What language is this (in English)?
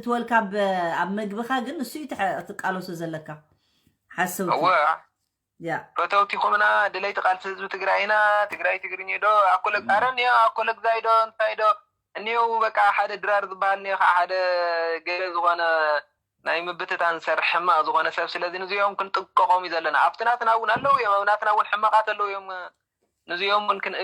Tigrinya